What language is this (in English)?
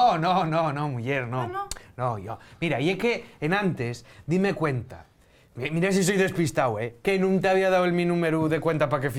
Asturian